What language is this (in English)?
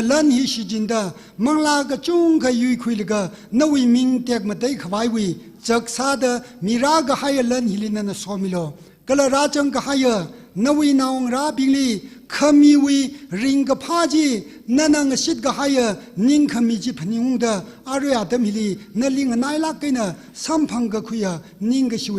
Tangkhul Naga (India)